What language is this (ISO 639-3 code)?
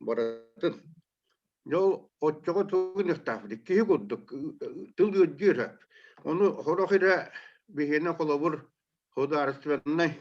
sah